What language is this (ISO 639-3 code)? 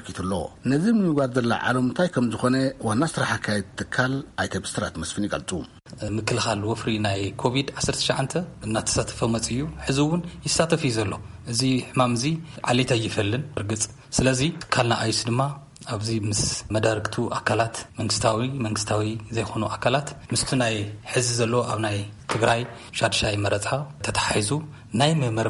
tir